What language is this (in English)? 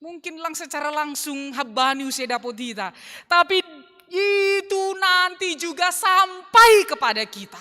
Batak Simalungun